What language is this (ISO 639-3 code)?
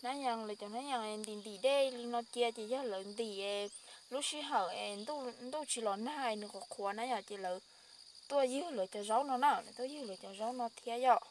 hmn